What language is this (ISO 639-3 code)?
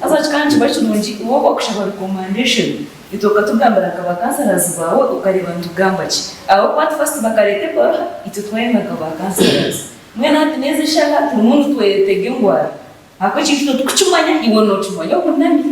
nyn